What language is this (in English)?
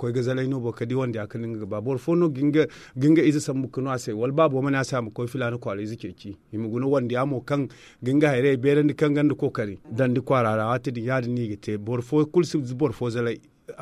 Zarma